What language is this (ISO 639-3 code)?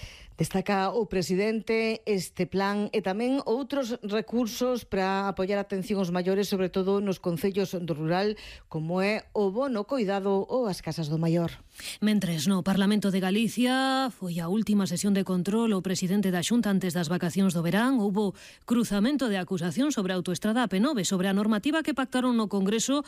glg